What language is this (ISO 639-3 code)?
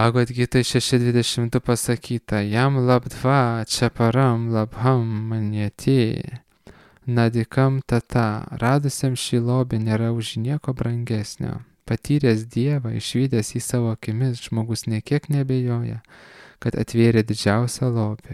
lit